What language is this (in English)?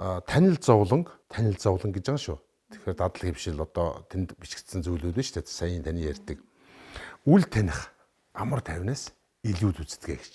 Mongolian